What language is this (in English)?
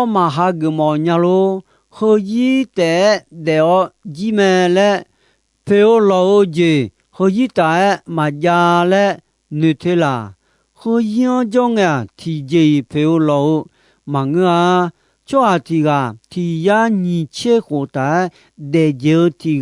Akha